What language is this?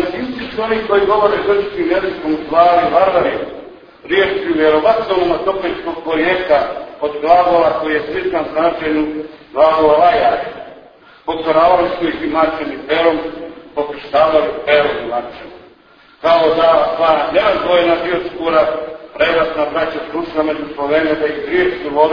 Serbian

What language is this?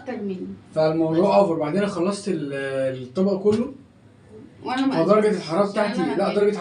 Egyptian Arabic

